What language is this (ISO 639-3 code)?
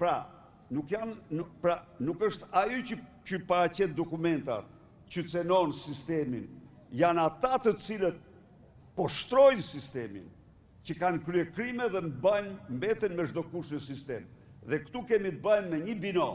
sqi